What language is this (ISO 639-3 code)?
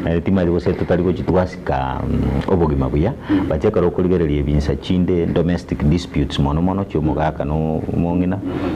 guz